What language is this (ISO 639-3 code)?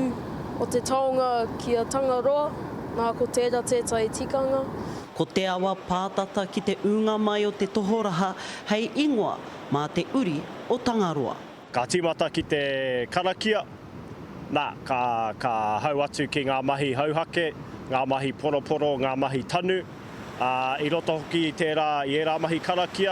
mri